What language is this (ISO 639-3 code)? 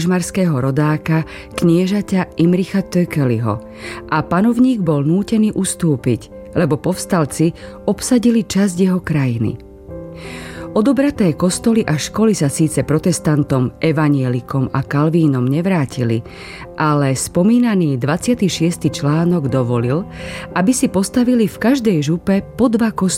slk